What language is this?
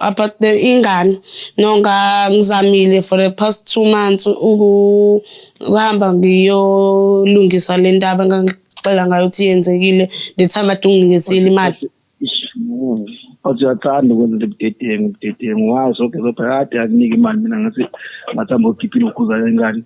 Zulu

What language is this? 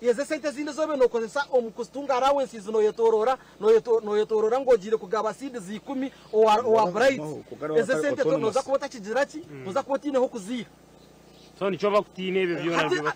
Nyankole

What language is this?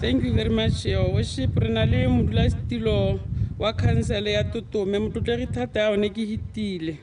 Tswana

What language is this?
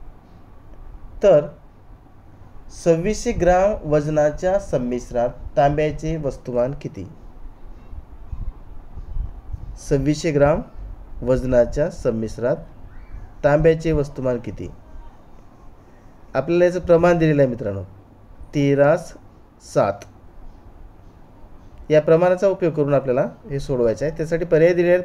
Marathi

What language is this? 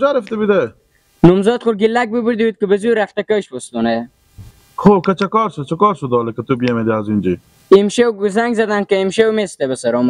Persian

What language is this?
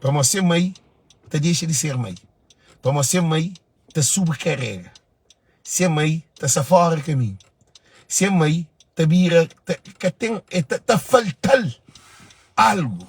Kabuverdianu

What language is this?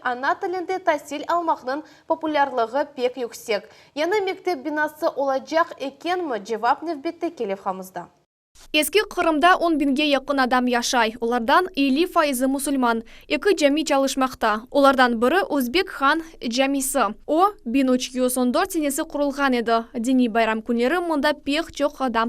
Crimean Tatar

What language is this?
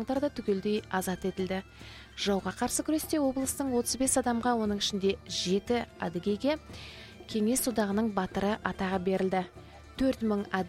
Kazakh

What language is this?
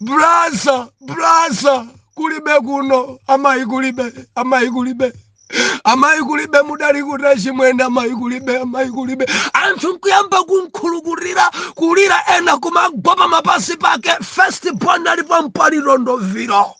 Nyanja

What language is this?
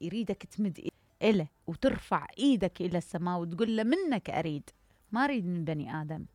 Mesopotamian Arabic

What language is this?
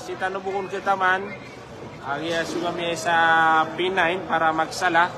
Maranao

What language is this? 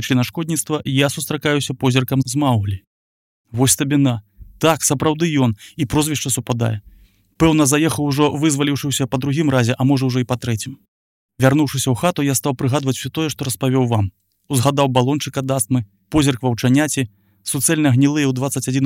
Belarusian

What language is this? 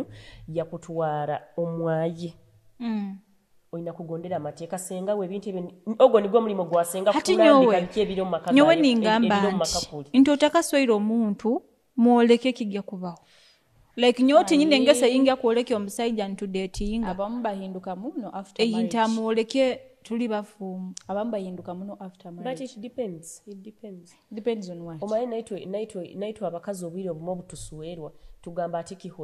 Nyoro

